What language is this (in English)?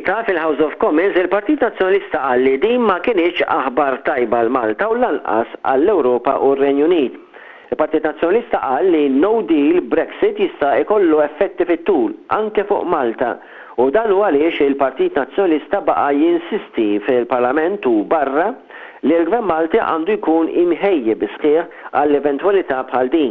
Maltese